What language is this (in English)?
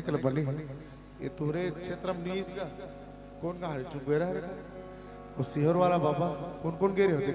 Chhattisgarhi